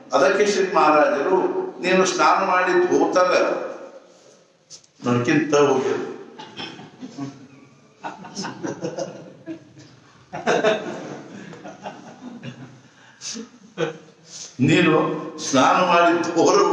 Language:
Kannada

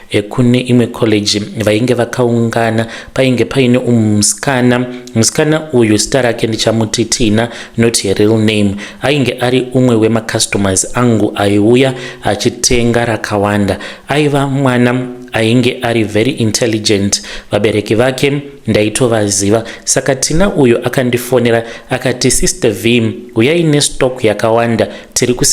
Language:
Shona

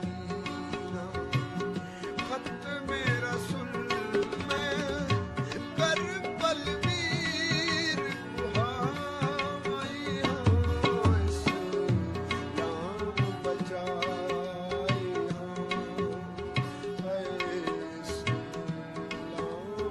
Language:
Punjabi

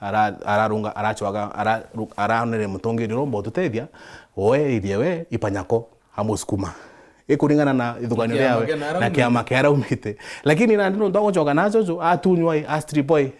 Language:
Meru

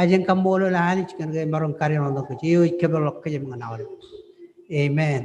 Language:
Marshallese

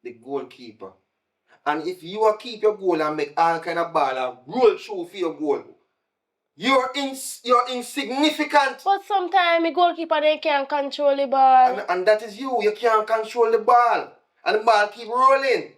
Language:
Jamaican Creole English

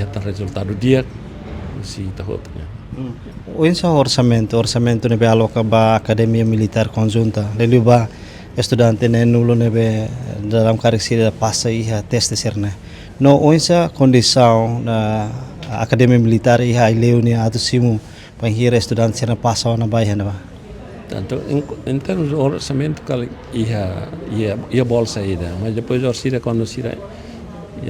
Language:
Tetum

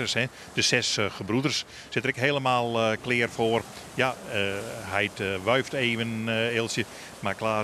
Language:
Western Frisian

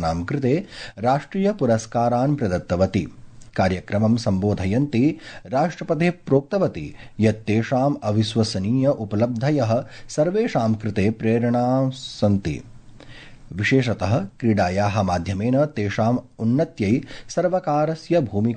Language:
Sanskrit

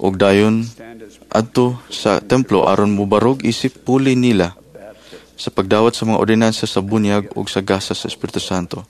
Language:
Cebuano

